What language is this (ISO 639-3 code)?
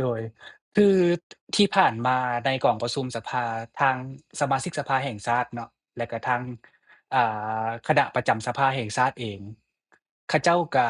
lao